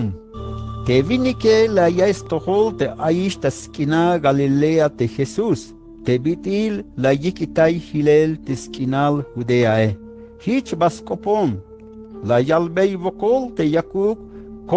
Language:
Tzeltal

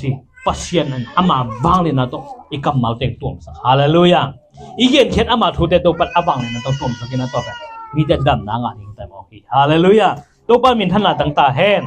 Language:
Tedim Chin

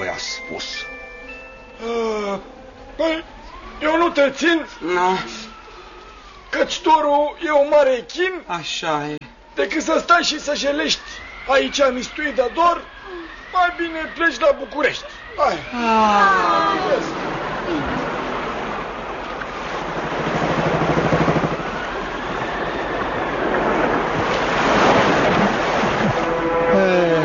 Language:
Romanian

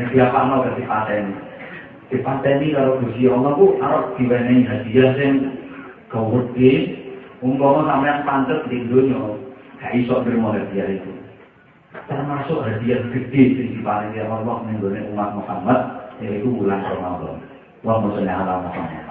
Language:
Javanese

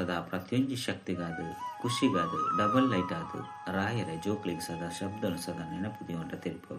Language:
Tulu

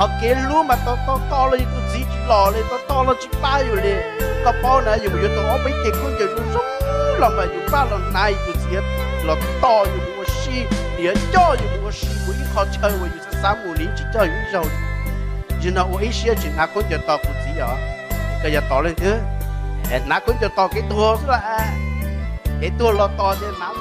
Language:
Hmong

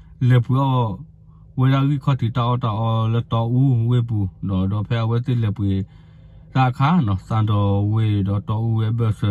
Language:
S'gaw Karen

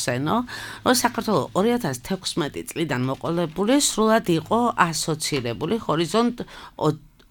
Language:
Georgian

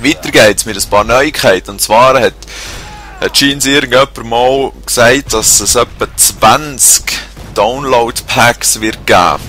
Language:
Swiss German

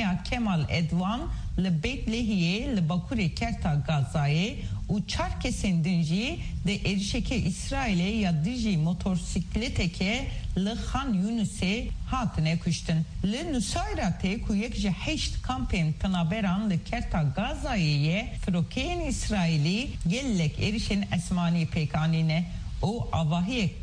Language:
Kurdish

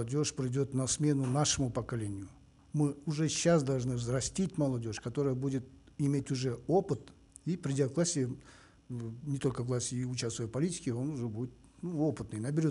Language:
Russian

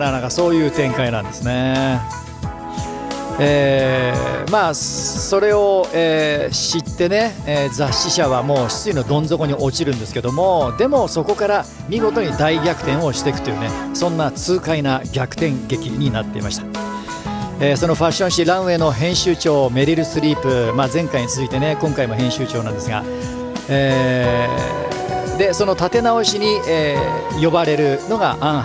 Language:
Japanese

